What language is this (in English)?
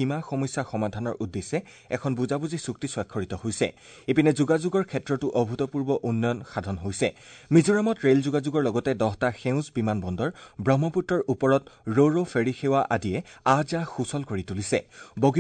Assamese